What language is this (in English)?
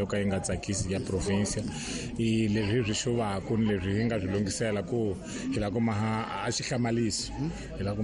Tsonga